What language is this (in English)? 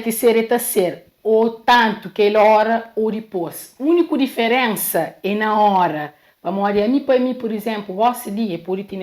Kabuverdianu